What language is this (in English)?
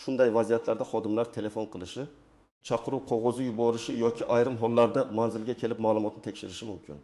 Uzbek